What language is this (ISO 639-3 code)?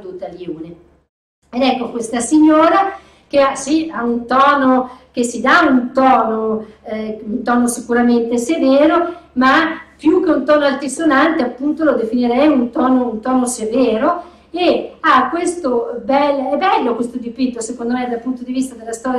ita